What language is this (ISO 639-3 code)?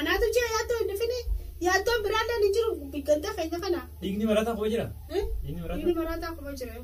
orm